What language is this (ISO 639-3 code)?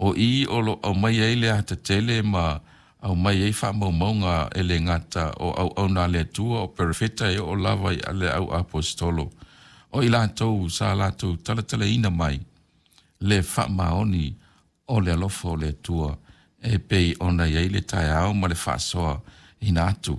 smo